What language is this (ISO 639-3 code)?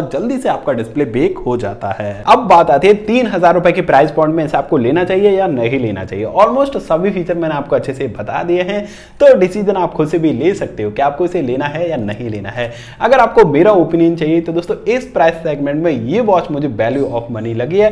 hin